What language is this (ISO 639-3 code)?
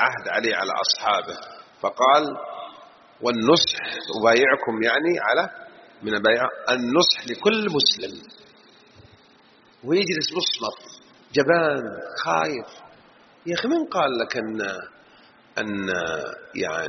ara